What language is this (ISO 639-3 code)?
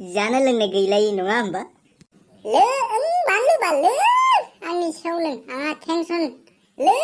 brx